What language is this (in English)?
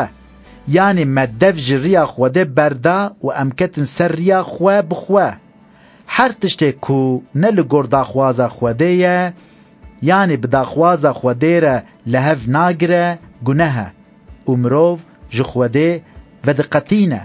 Kurdish